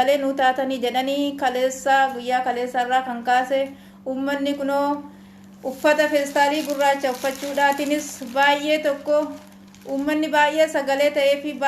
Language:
Oromo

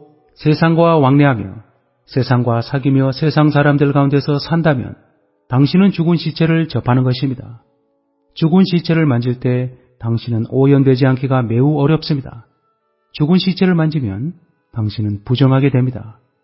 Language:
Korean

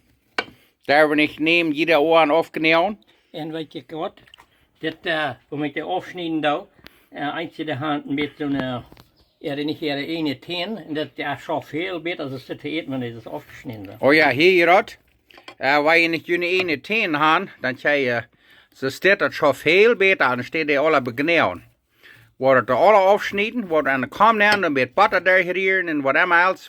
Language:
Plautdietsch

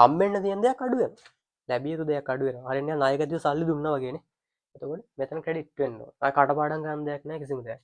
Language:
Sinhala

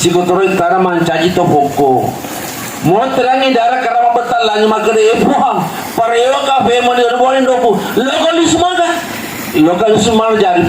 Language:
Buginese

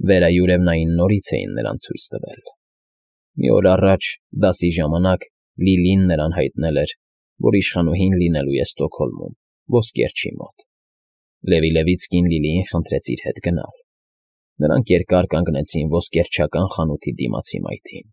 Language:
Armenian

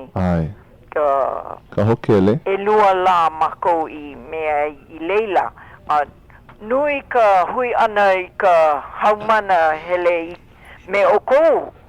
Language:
Hawaiian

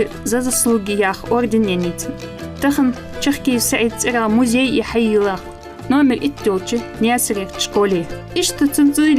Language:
Ingush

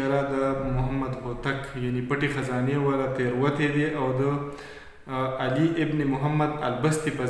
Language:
Pashto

